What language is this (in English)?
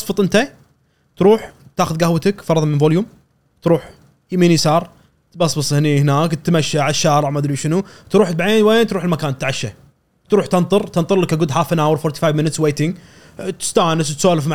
Gulf Arabic